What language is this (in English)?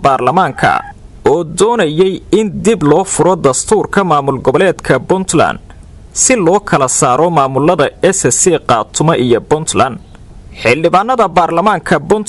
Somali